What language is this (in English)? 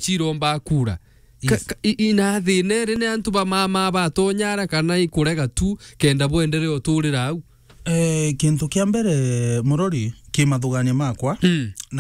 Meru